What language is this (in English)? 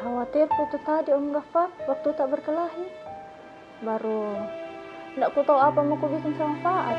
Makassar Malay